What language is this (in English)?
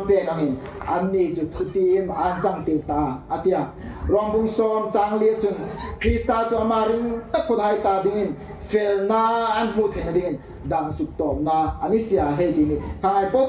Hmar